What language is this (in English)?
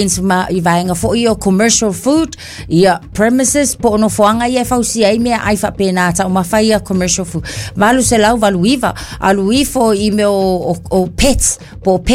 Samoan